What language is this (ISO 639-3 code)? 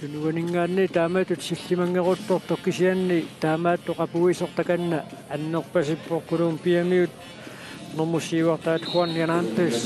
kal